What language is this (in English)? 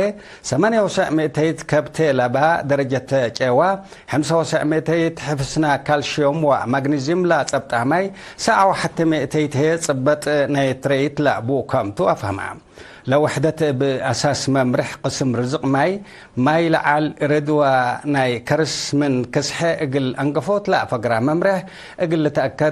Tigre